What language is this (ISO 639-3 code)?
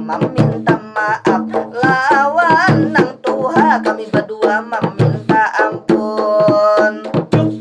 bjn